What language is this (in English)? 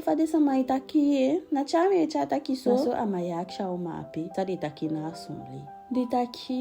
Eastern Maroon Creole